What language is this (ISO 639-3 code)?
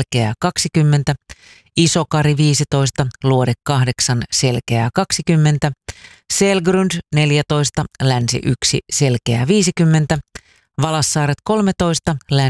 fin